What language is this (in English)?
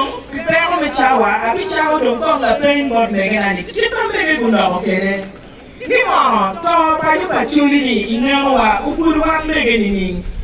Acoli